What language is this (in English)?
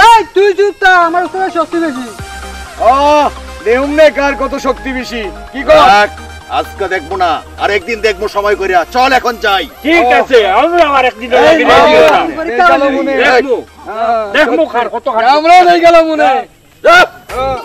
Sylheti